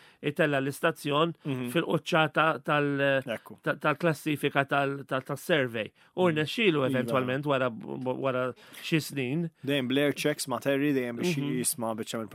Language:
Maltese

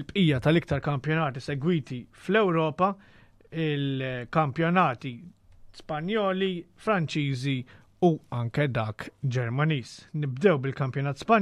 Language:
Maltese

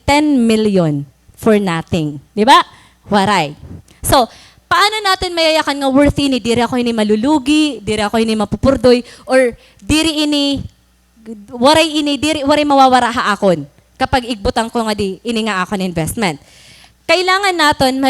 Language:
Waray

